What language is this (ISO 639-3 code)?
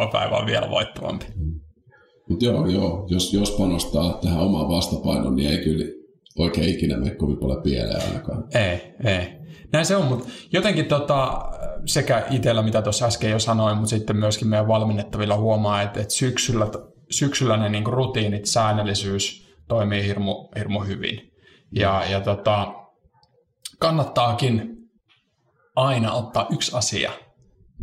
fin